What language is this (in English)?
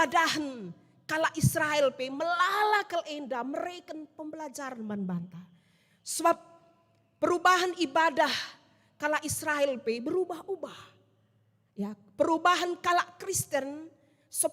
Batak Karo